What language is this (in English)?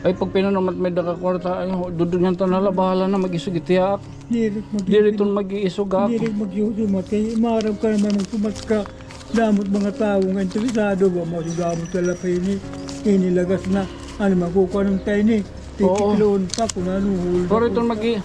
Waray